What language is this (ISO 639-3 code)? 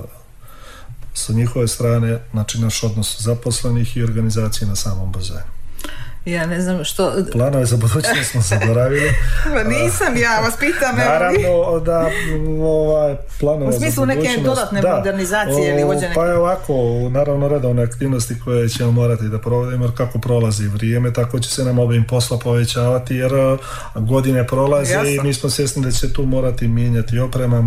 srp